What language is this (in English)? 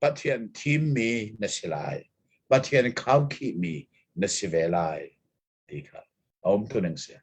Hakha Chin